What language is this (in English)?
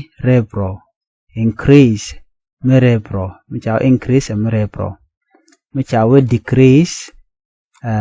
Nuer